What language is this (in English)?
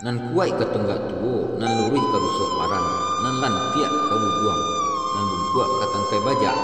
Minangkabau